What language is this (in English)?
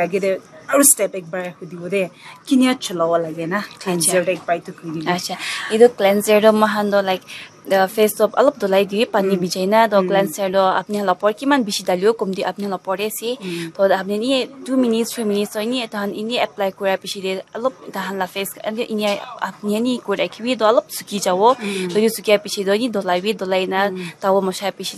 Naga Pidgin